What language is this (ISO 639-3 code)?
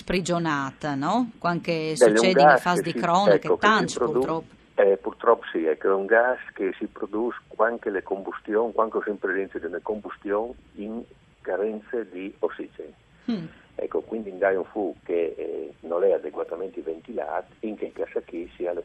fur